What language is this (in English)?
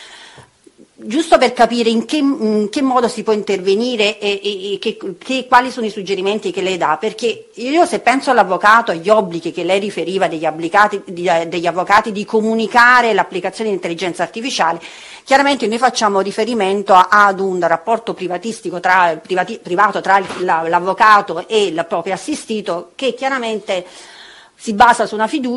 Italian